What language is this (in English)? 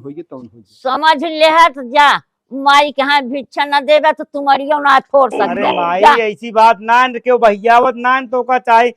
Awadhi